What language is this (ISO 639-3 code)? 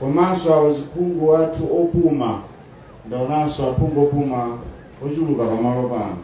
nya